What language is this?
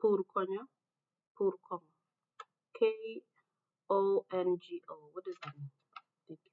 Acoli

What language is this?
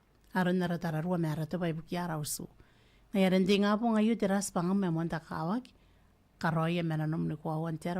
Gilbertese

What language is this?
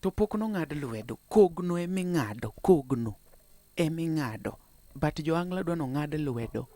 Luo (Kenya and Tanzania)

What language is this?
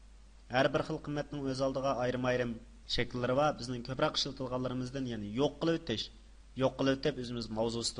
Uyghur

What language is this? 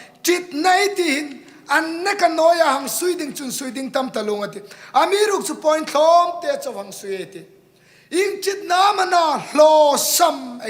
Hmar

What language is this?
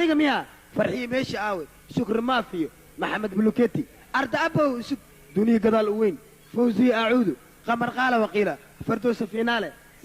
Somali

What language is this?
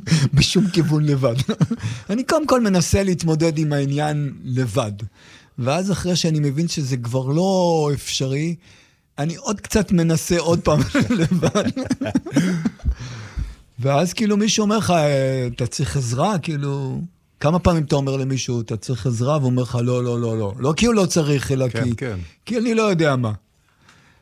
Hebrew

